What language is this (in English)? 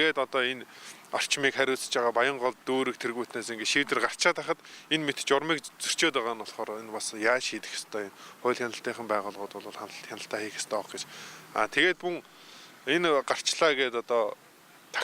Mongolian